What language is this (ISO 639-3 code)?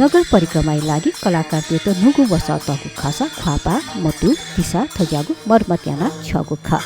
new